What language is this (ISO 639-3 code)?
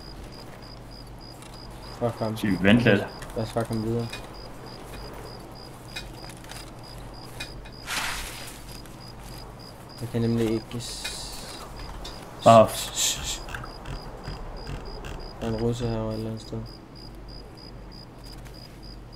dan